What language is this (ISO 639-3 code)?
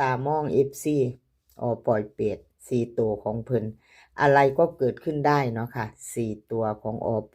tts